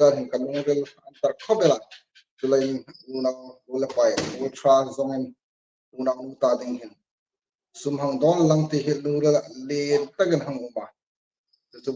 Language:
Hmar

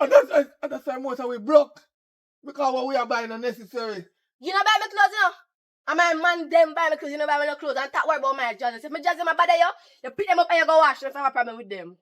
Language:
Jamaican Creole English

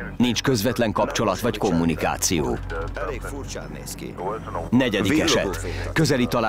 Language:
Hungarian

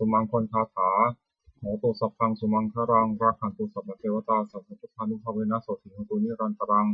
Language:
Pali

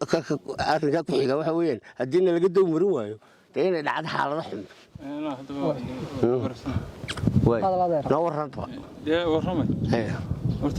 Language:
Somali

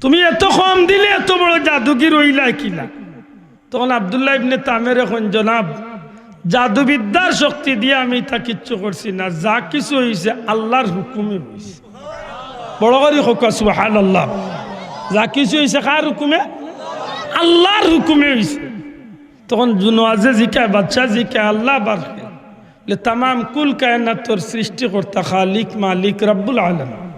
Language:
Sylheti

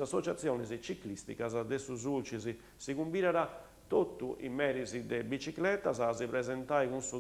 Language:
Sardinian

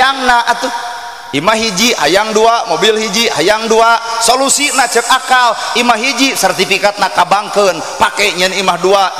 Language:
Sundanese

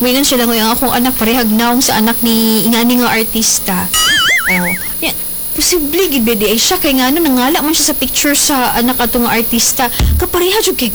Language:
Cebuano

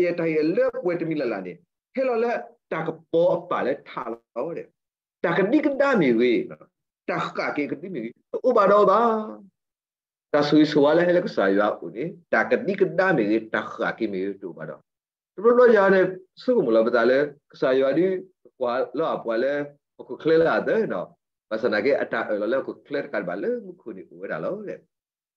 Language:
S'gaw Karen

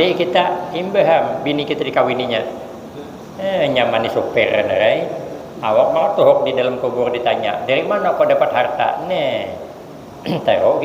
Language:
Banjar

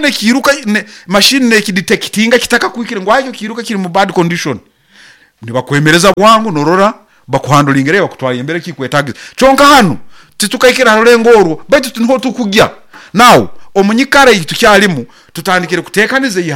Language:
Nyoro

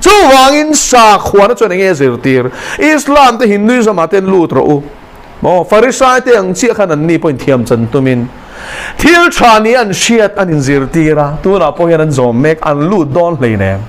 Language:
Mizo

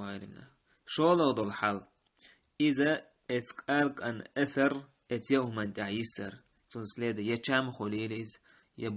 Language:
Chechen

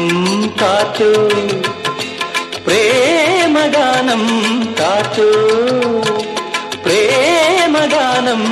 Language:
Malayalam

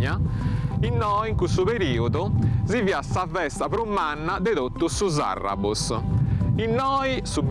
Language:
Sardinian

